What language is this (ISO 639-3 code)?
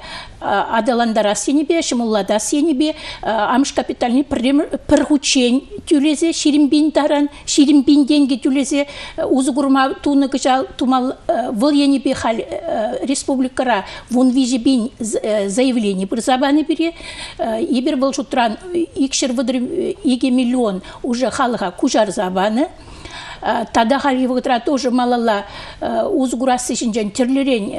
chv